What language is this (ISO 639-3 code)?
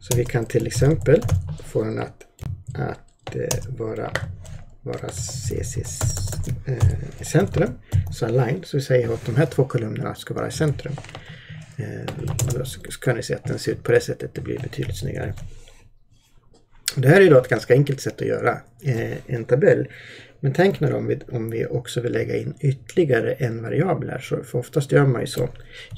swe